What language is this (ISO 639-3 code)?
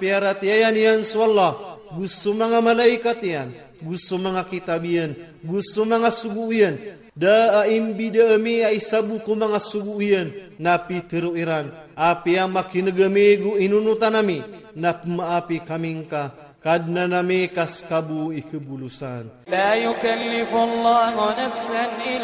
ilp